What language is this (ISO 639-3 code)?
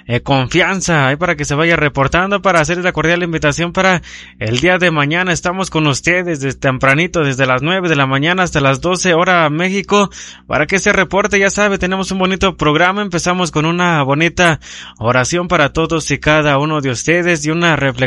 spa